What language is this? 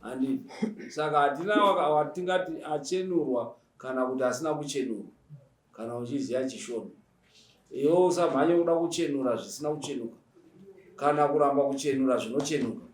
Shona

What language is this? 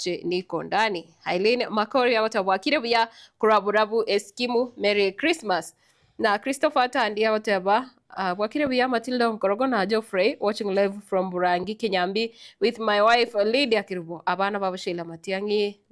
Gusii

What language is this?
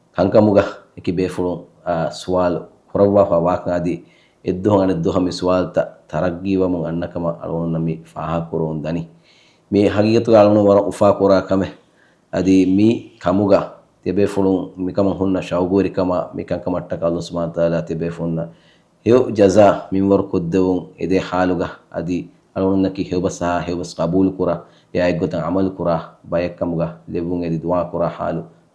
Divehi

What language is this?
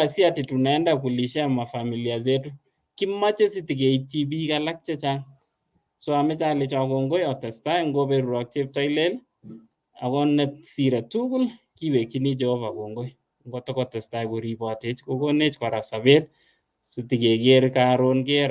Kalenjin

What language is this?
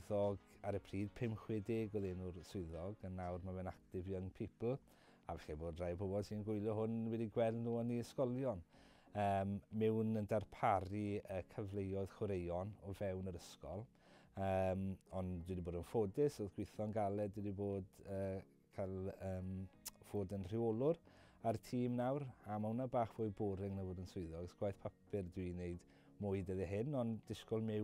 Welsh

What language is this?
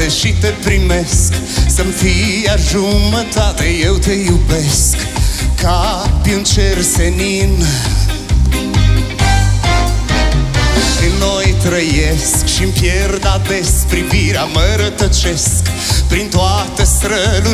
Romanian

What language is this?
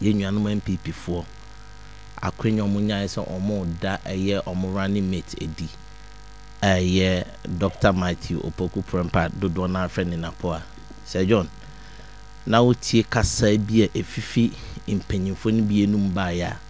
Akan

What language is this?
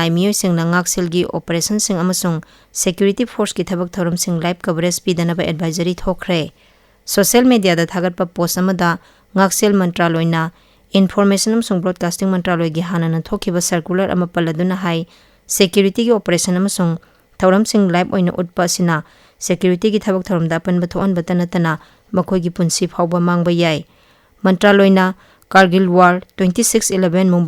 Manipuri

